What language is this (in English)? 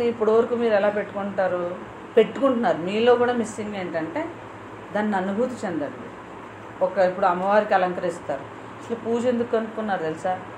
Telugu